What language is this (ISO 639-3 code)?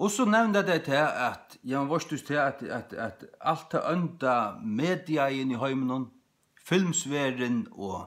fao